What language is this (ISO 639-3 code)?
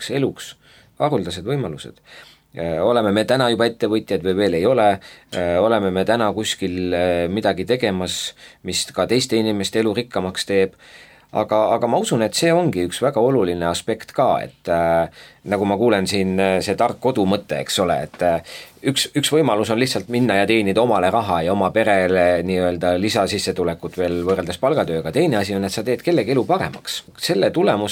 est